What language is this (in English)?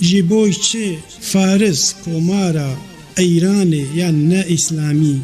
Kurdish